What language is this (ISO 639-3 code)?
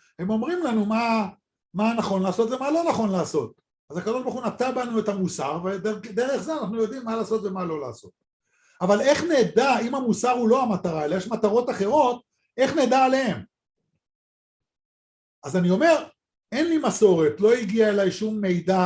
heb